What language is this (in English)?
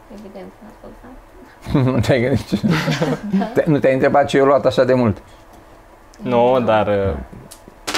Romanian